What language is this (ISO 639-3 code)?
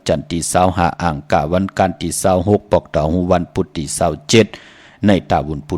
shn